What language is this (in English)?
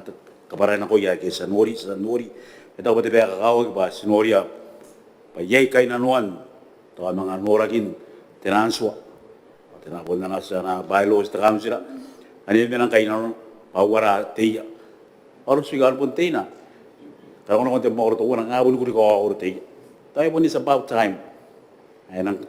Gilbertese